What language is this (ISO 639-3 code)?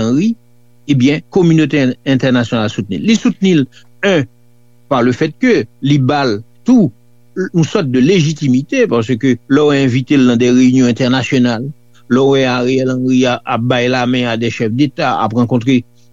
hat